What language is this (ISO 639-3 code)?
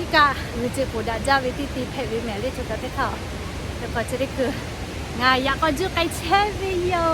lhu